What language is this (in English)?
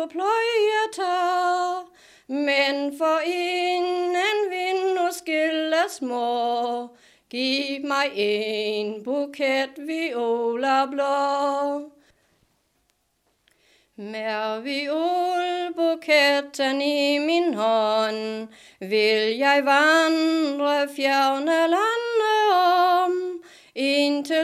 Danish